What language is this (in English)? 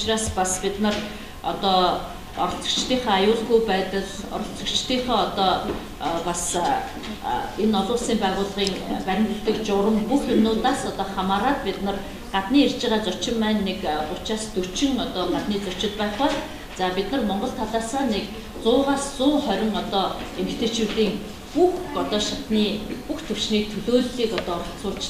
Mongolian